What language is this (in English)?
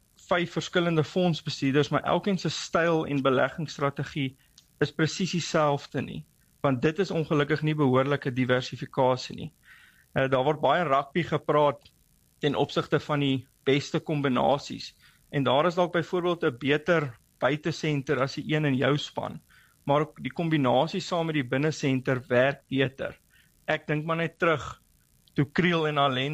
Afrikaans